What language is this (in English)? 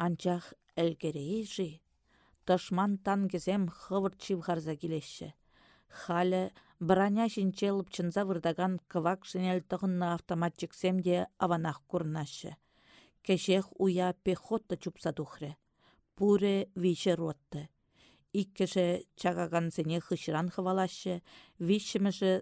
Chuvash